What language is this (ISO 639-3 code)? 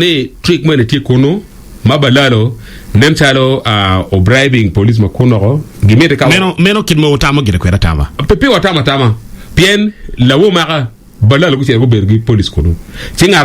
ach